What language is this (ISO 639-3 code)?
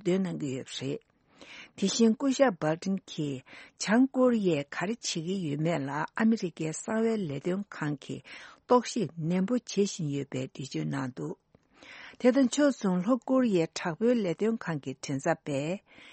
bod